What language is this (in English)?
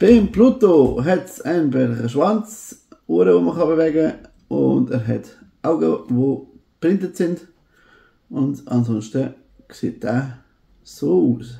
Swiss German